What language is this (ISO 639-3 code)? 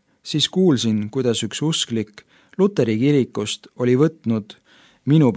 est